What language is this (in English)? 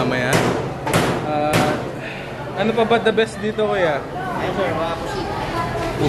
Filipino